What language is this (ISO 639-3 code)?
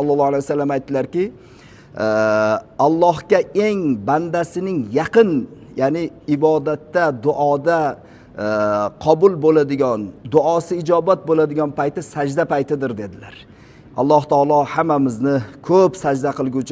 uzb